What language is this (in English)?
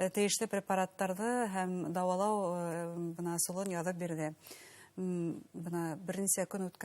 Bashkir